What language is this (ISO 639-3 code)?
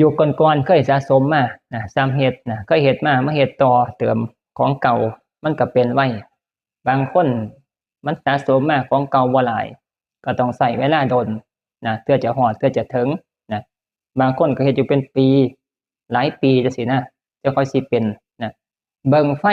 tts